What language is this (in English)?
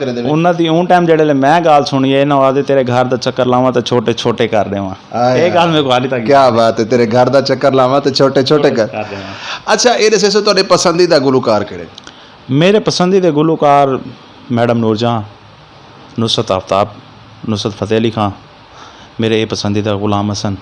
Western Panjabi